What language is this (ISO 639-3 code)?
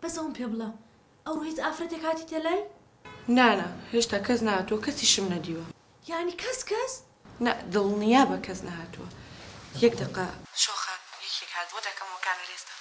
ckb